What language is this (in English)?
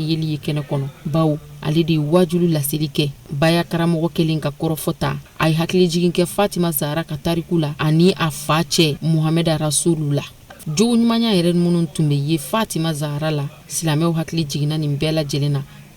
Bambara